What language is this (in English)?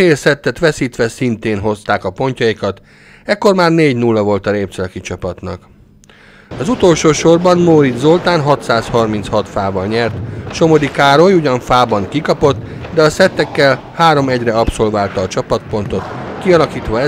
Hungarian